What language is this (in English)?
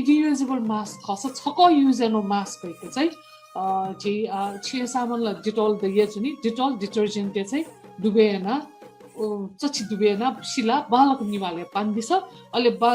Newari